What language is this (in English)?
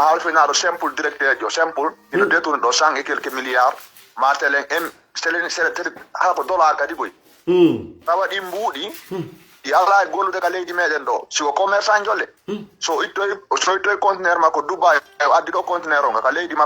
Fula